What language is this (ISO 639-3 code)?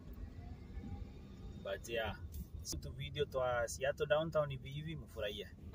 swa